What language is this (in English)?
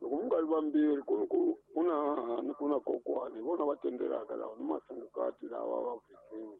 Tsonga